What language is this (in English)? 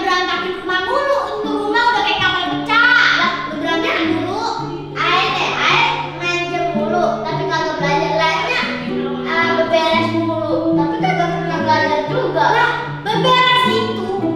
Betawi